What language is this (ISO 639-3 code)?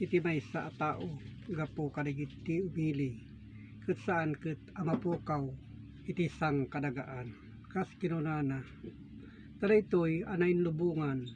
ilo